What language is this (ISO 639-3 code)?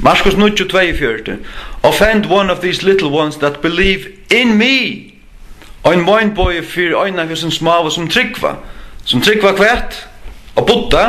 fao